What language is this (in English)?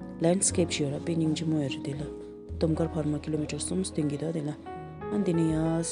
Tibetan